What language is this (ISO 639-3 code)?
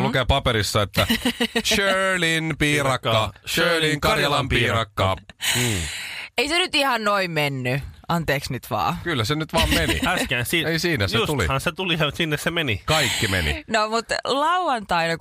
fin